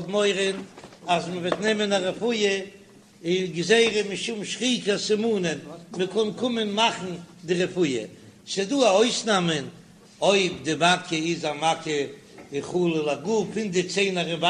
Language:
Yiddish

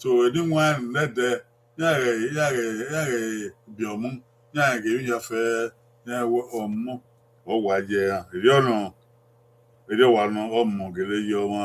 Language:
Bini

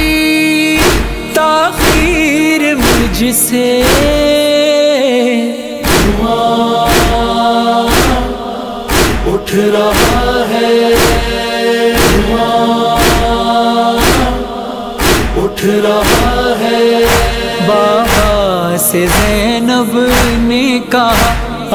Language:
Urdu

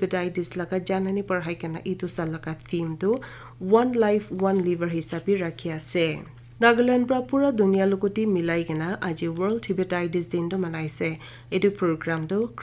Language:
Naga Pidgin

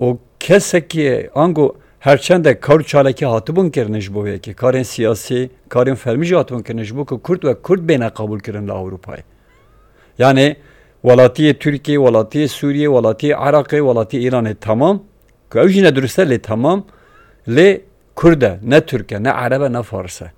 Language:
Kurdish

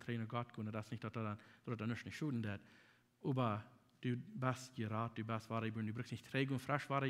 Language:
Plautdietsch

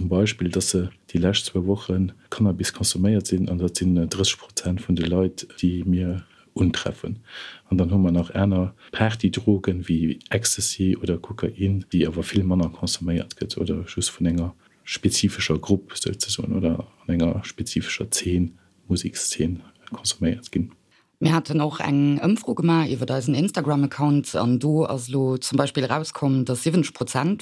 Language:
Luxembourgish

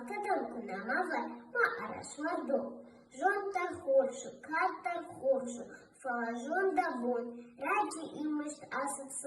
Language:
Ossetic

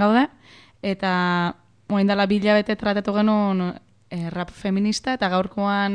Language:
Basque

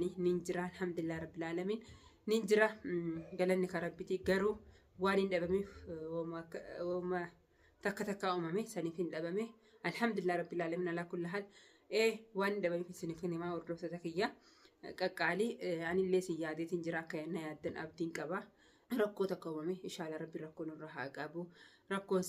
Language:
Oromo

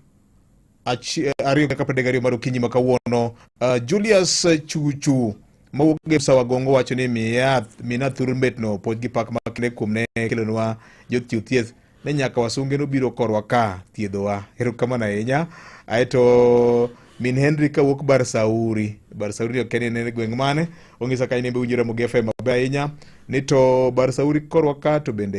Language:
Luo (Kenya and Tanzania)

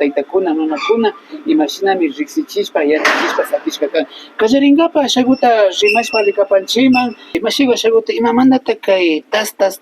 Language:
Imbabura Highland Quichua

